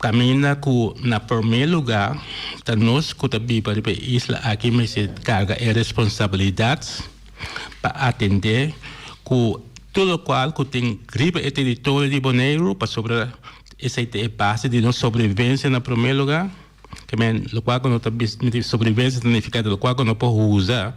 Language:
Papiamento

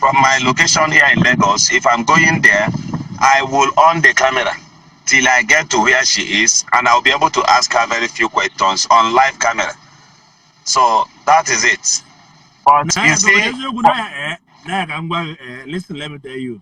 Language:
Igbo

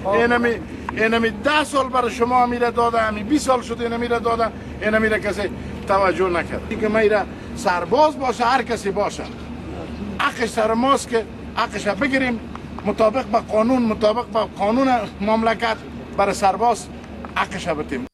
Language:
Pashto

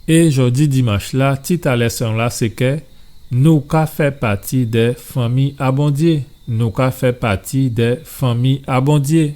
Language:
Guadeloupean Creole French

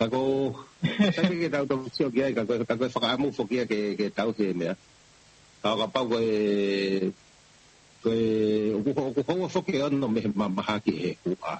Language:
Tongan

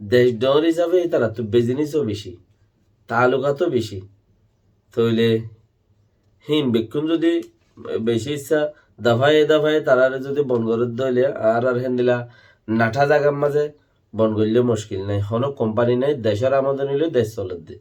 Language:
Rohingya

